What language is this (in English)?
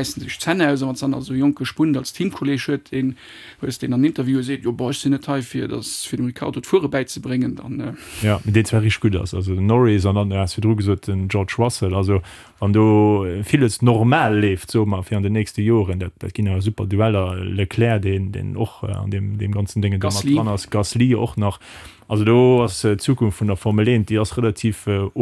Luxembourgish